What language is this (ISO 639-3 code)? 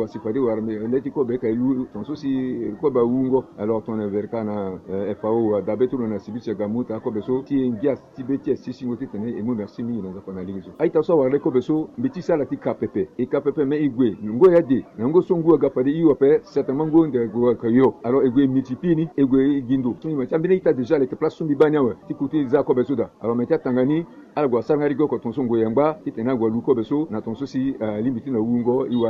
sag